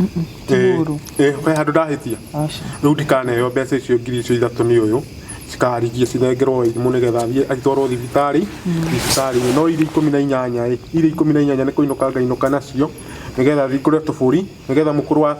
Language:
Kikuyu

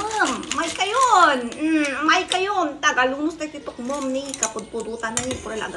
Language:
Iloko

